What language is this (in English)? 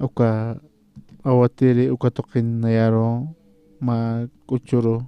Aymara